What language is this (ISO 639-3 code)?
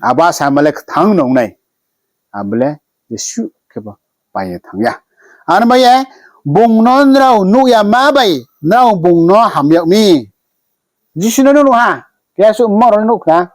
ria